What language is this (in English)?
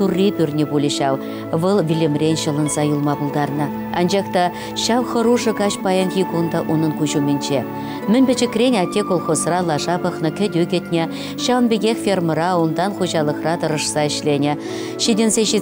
Chuvash